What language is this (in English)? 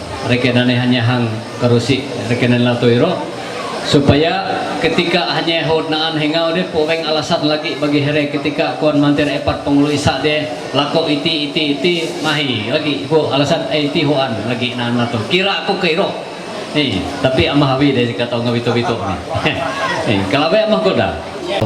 Ma'anyan